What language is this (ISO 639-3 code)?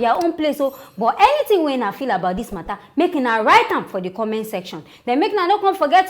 pcm